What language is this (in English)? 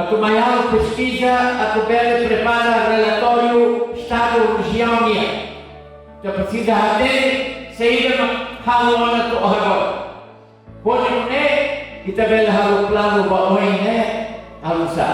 Tetum